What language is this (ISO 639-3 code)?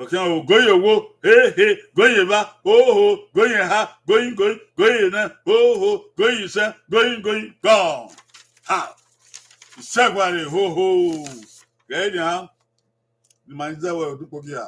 bin